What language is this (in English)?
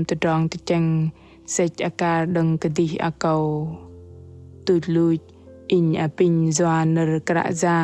Bahnar